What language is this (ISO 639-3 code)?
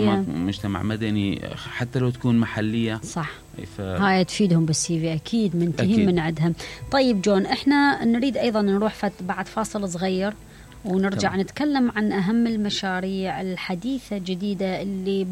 acm